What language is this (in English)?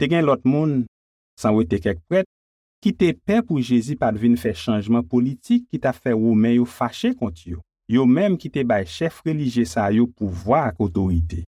Haitian Creole